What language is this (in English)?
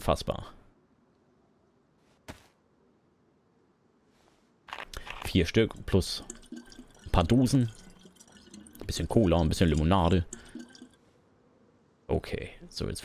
German